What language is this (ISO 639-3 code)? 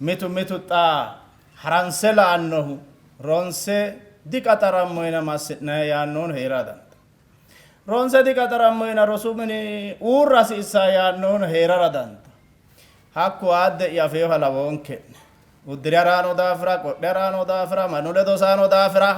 sid